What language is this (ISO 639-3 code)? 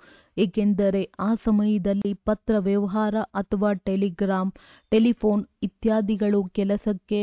kan